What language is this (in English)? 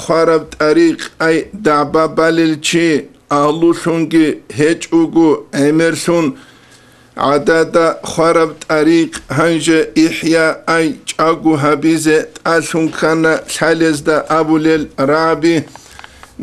Avaric